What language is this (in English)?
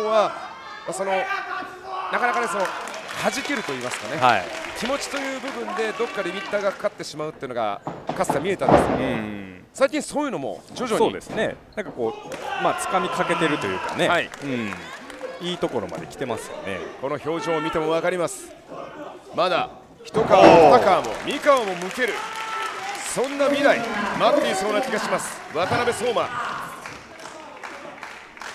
Japanese